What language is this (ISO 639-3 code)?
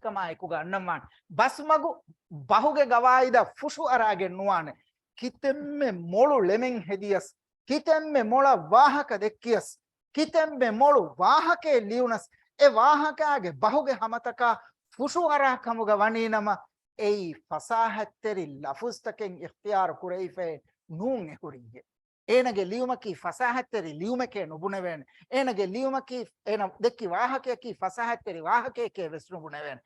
div